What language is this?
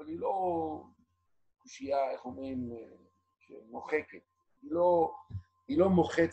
Hebrew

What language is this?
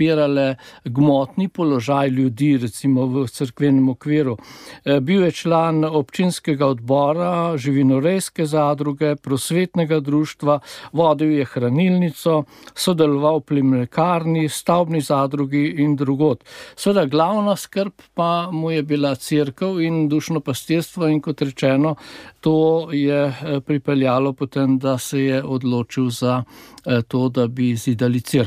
Slovenian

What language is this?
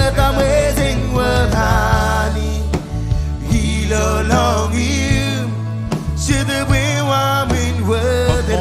Marshallese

